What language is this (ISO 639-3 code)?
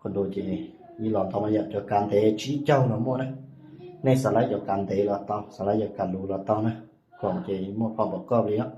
hmn